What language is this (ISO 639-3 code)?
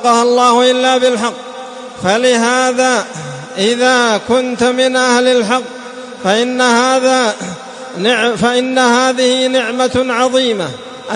ara